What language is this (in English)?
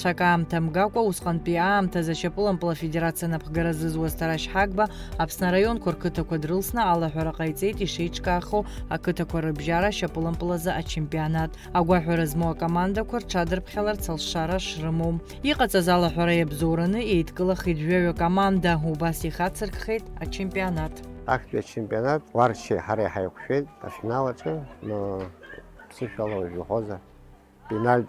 Abkhazian